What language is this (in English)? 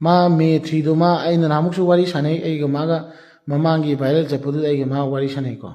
Manipuri